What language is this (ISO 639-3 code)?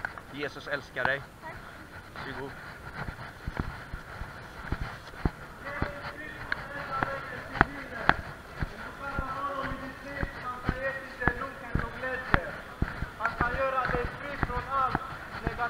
swe